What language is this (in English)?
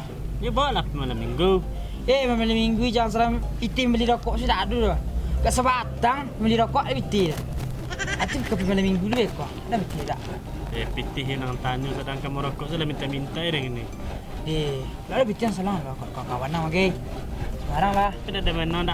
Minangkabau